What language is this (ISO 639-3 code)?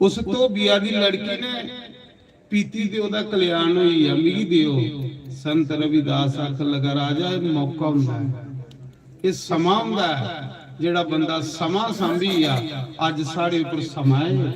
doi